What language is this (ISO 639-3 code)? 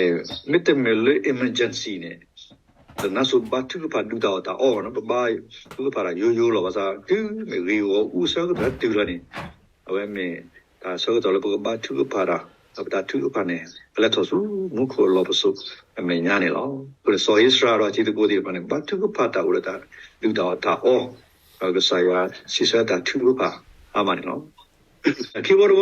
ksw